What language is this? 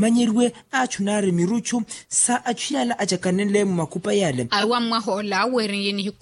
Makhuwa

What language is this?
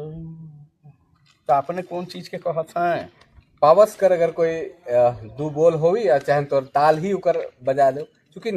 Sadri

